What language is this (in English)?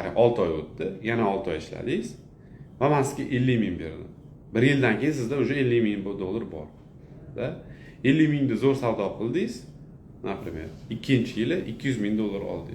Uzbek